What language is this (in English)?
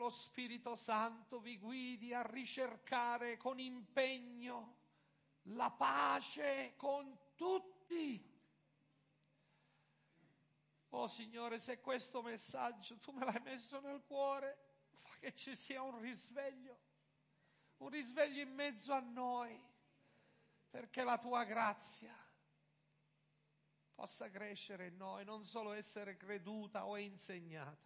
Italian